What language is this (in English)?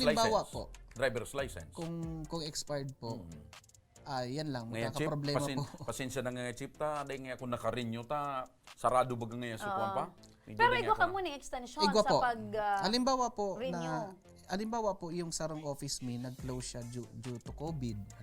Bikol